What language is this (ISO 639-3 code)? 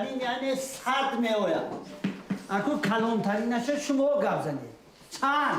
tgk